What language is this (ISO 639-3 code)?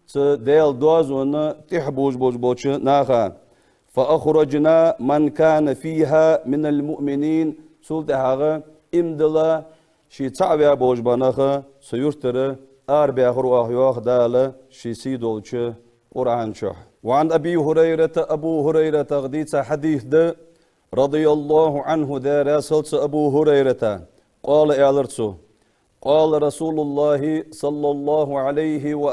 inh